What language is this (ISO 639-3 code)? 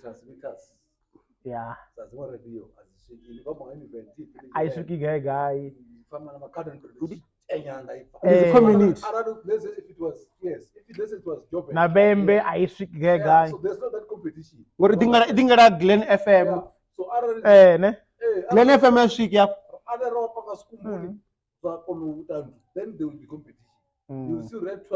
ven